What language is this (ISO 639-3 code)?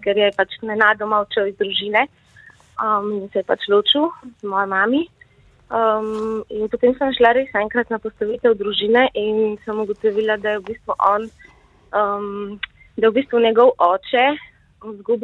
slv